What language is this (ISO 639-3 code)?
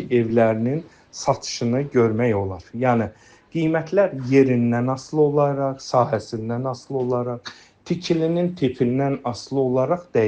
aze